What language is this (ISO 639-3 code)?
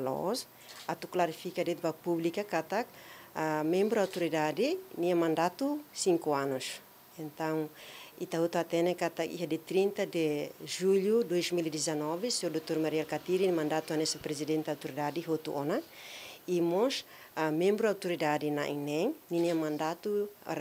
tet